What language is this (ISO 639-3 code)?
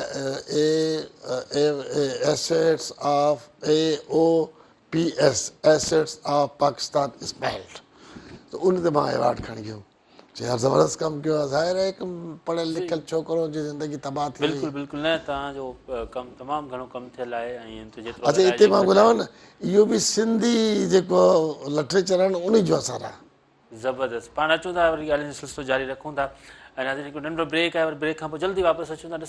snd